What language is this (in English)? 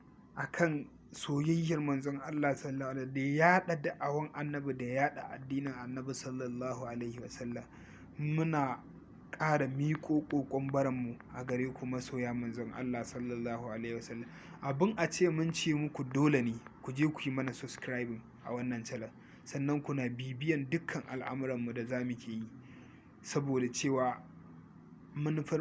Hausa